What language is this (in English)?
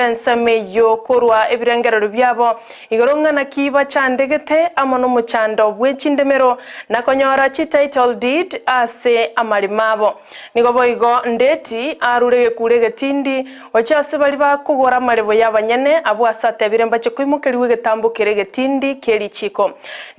Gusii